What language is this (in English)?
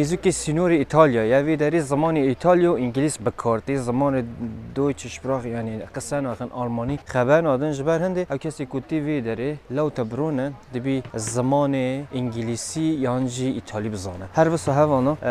Kurdish